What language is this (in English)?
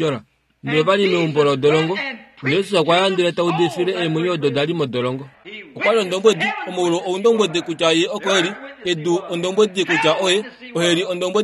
Kuanyama